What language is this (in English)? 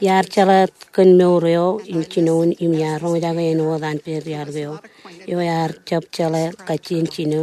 Marshallese